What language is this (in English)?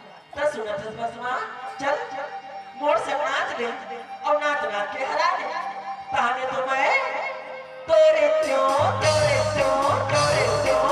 Chhattisgarhi